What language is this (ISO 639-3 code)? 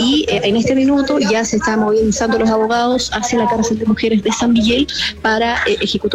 spa